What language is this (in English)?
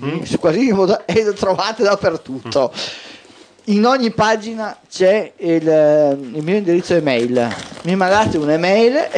Italian